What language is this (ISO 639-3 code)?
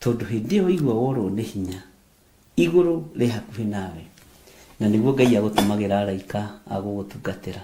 kik